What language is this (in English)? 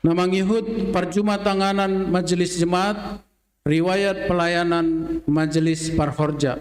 Batak Simalungun